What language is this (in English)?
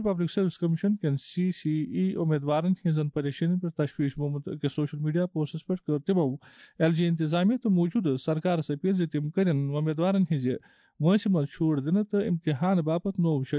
Kashmiri